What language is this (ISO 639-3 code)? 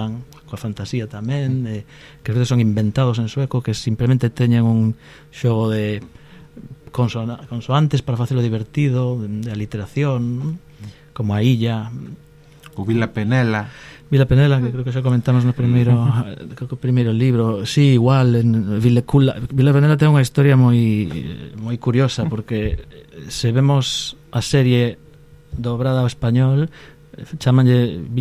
glg